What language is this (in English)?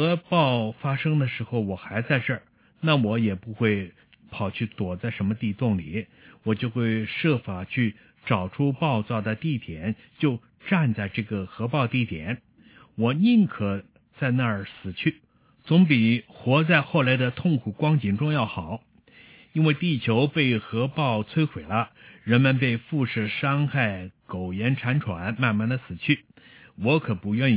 Chinese